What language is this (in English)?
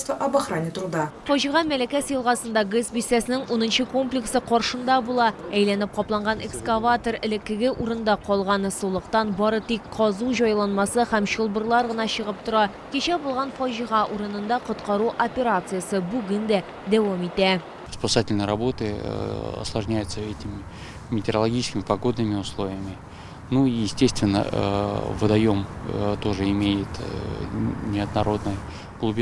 Tatar